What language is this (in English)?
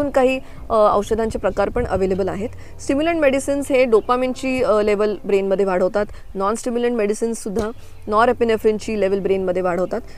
Marathi